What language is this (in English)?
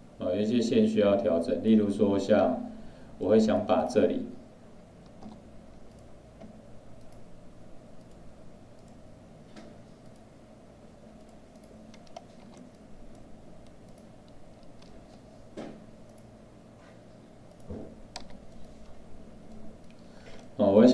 Chinese